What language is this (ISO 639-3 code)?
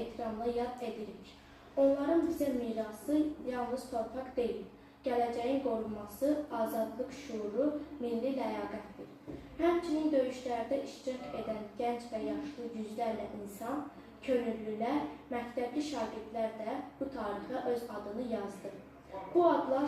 aze